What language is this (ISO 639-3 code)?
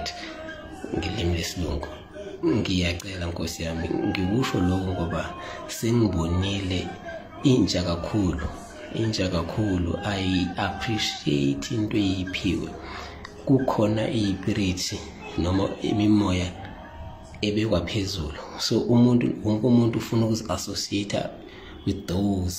zul